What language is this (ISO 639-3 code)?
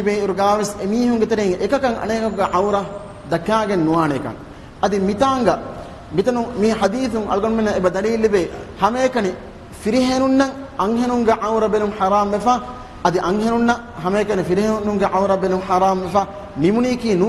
div